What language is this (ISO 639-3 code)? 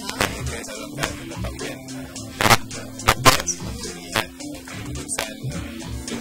msa